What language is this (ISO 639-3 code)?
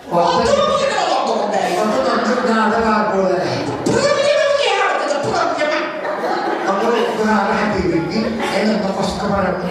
sah